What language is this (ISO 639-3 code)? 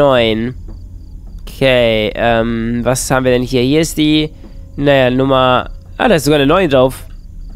deu